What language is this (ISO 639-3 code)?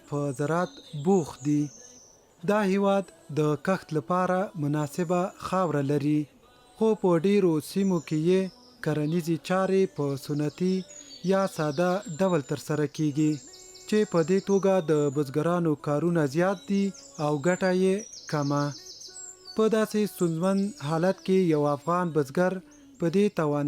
pus